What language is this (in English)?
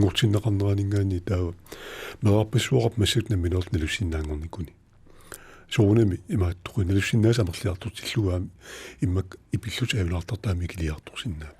Kalaallisut